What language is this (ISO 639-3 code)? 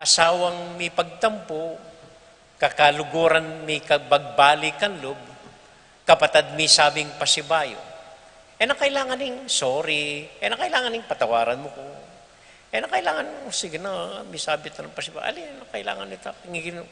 pam